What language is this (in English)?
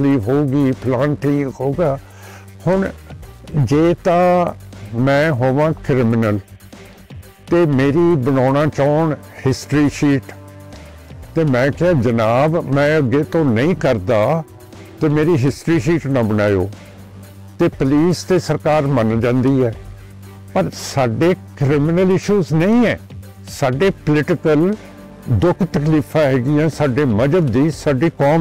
Punjabi